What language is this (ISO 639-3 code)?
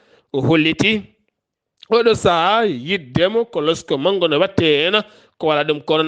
ful